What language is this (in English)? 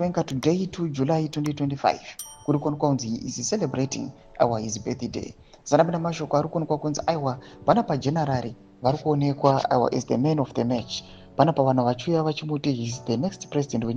Shona